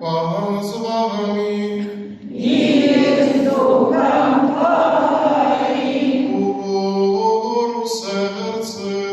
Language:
Belarusian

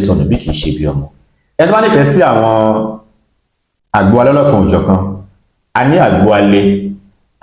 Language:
Yoruba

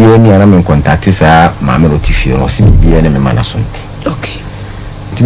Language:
Akan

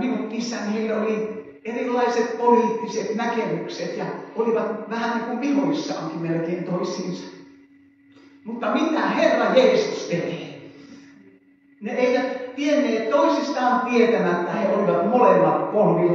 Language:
Finnish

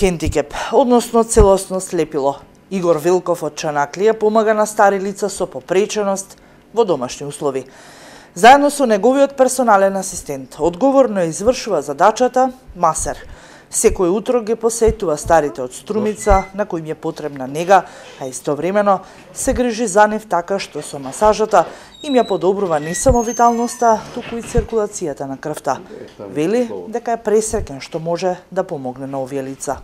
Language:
Macedonian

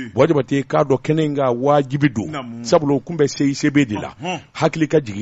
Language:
Bambara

